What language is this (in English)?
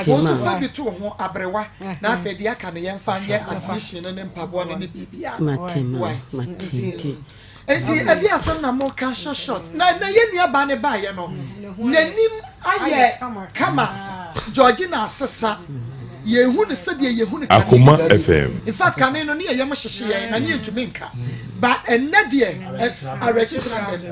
Akan